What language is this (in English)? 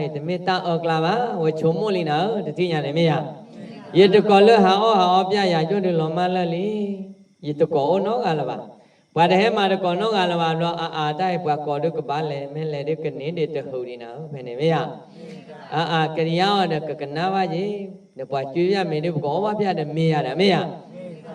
S'gaw Karen